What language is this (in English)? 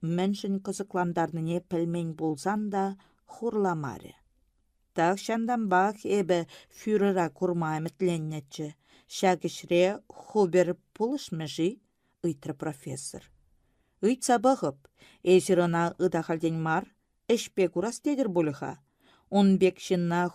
Chuvash